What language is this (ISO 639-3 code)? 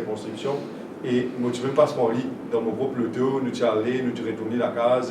mfe